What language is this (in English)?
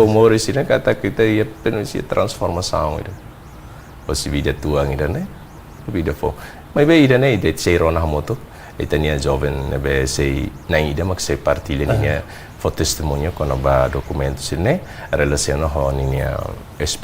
Tetum